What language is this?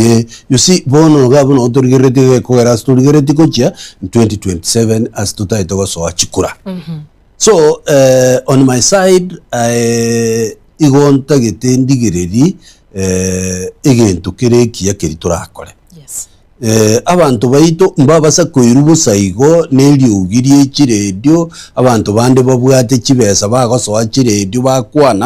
Gusii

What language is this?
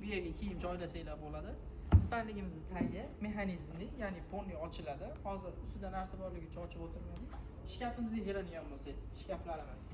Uzbek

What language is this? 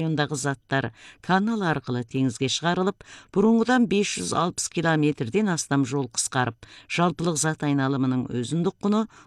Kazakh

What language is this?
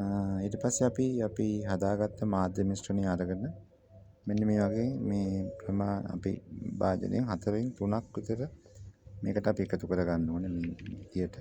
Sinhala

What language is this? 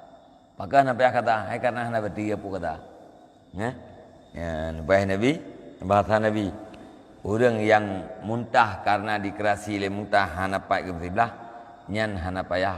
Achinese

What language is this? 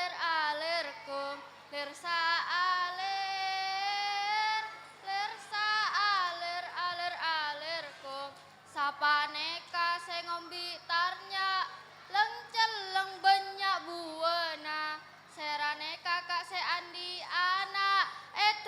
Madurese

